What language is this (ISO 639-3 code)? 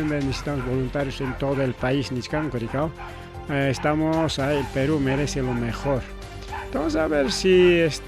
quy